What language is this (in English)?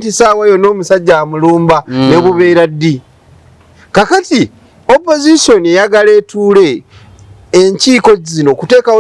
Ganda